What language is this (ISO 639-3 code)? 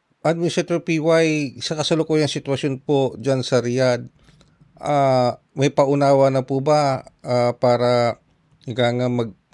fil